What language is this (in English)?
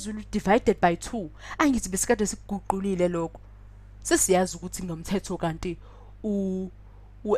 Zulu